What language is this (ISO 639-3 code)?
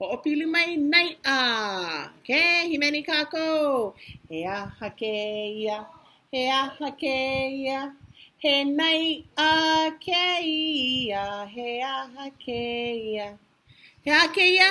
haw